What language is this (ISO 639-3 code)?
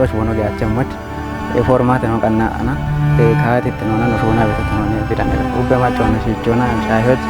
kbr